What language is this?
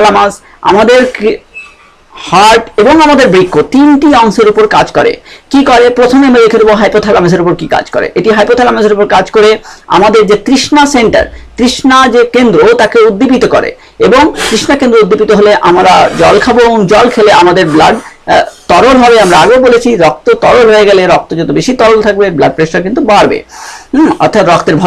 Bangla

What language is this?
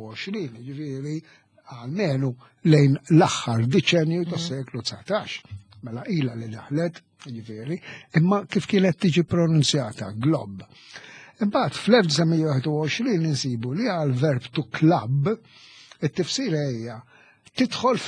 Maltese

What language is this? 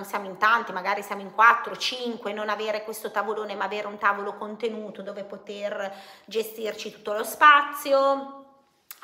Italian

